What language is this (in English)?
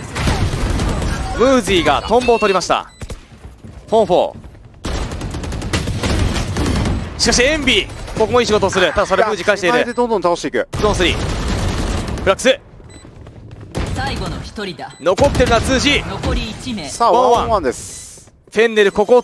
Japanese